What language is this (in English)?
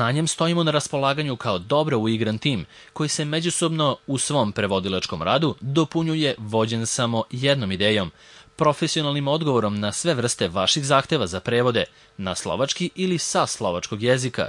Serbian